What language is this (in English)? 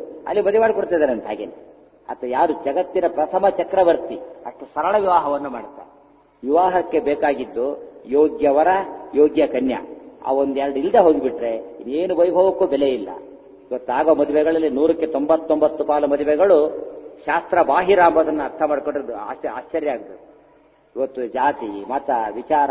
Kannada